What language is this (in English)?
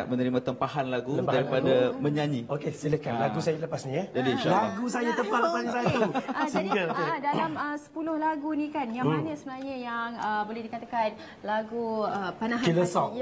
Malay